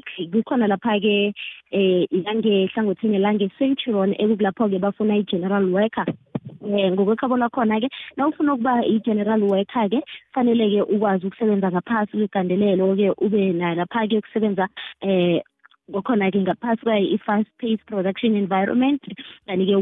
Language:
South Ndebele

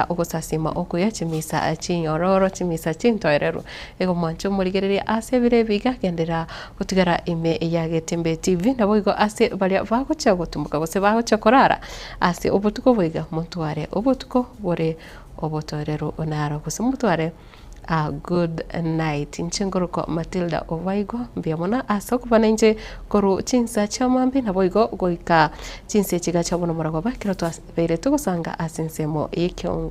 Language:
Gusii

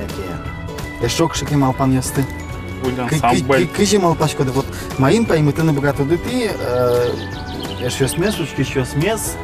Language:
Udmurt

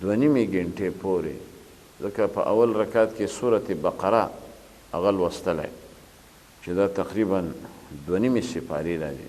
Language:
Pashto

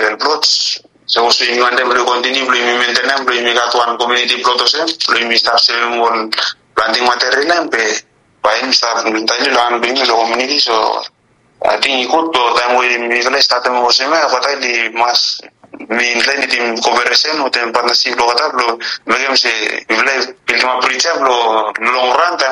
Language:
Bislama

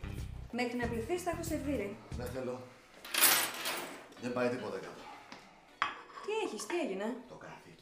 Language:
Greek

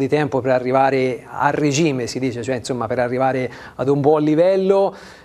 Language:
Italian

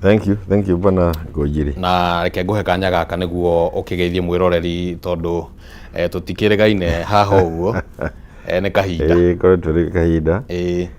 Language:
Kikuyu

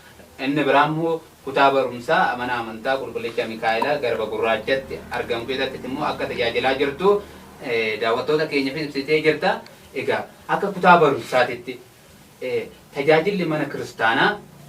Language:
Oromo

